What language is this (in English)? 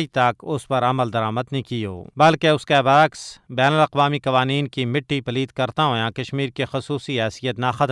Gujari